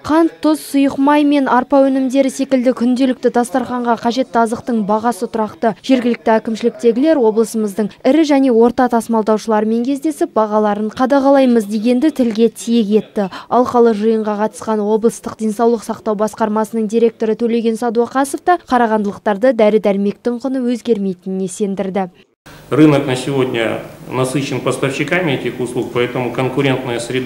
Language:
Kazakh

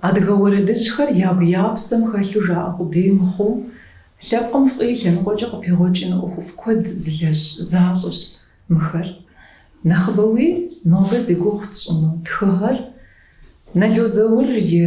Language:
Kabardian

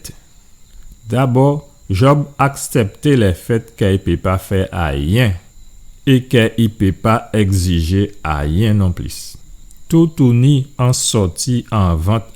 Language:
Guadeloupean Creole French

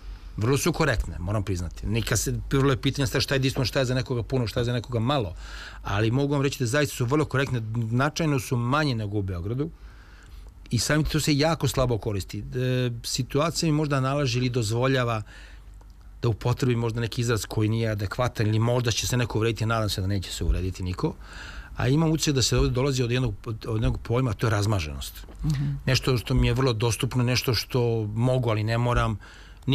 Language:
Serbian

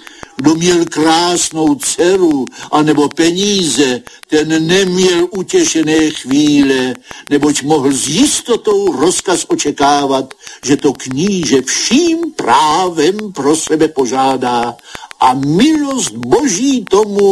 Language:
Czech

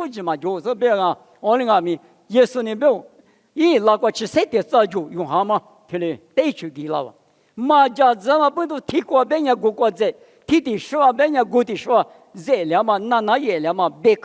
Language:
Lisu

